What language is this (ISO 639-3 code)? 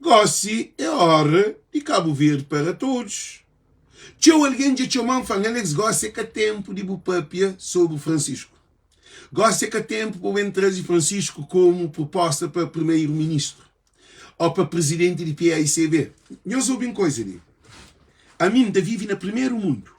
kea